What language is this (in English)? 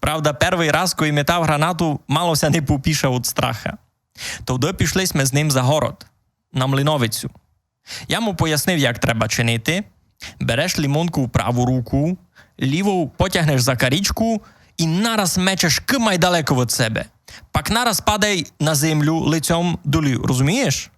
Rusyn